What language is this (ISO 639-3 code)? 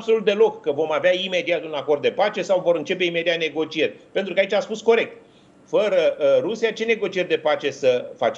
ron